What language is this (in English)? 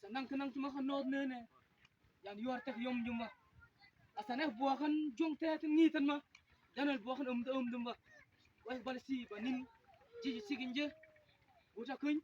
Mabaan